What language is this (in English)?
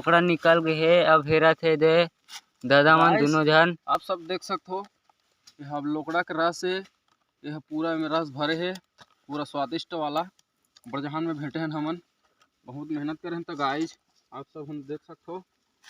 Chhattisgarhi